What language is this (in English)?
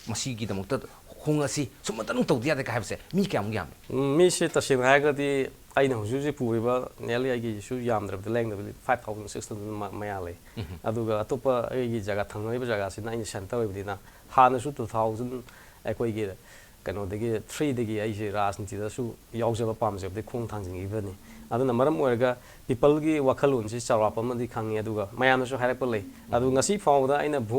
Manipuri